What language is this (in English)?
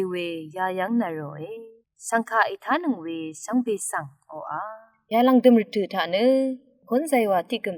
Rawang